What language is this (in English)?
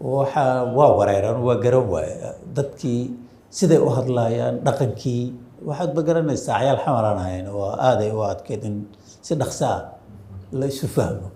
Somali